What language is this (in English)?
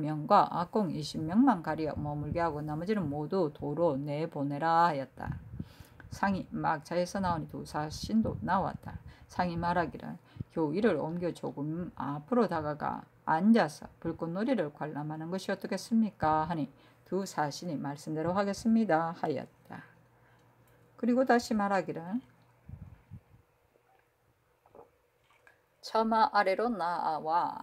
Korean